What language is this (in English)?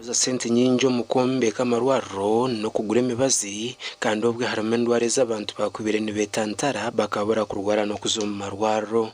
Nyankole